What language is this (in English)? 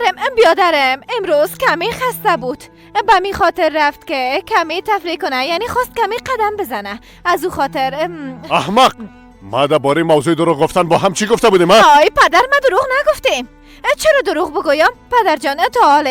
Persian